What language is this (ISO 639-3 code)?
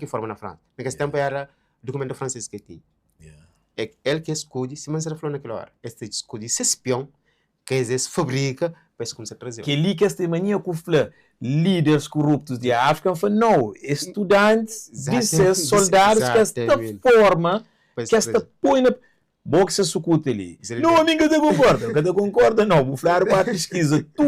kea